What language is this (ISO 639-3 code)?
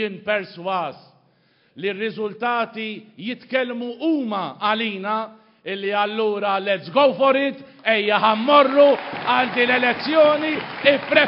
mlt